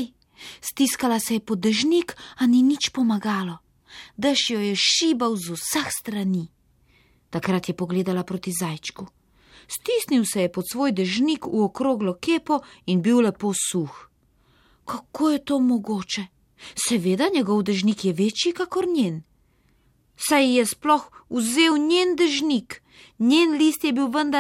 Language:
Slovenian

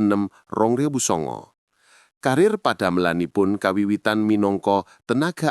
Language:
Javanese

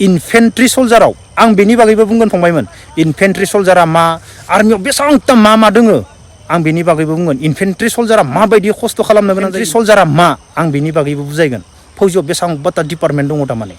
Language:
Bodo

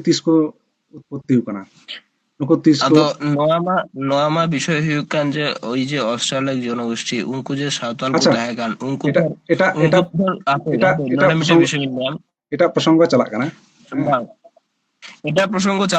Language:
Santali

